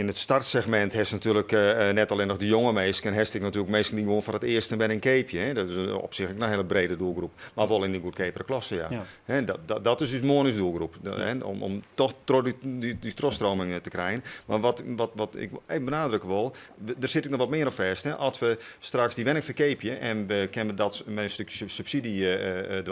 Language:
Western Frisian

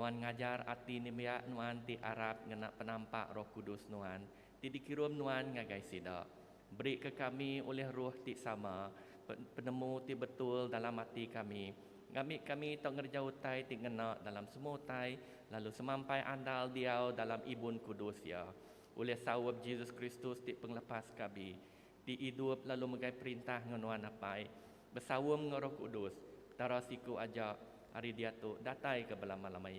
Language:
Iban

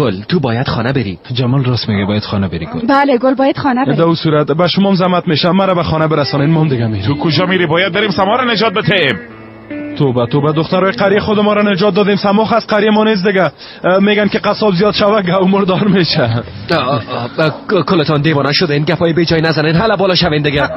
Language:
Persian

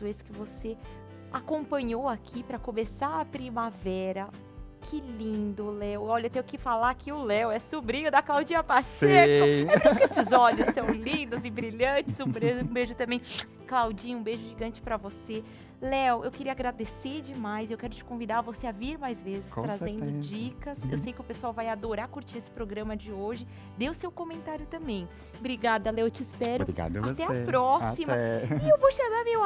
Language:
Portuguese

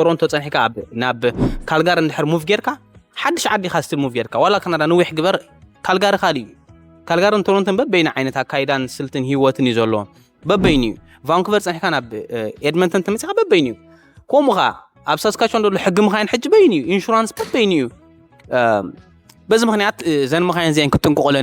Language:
Tigrinya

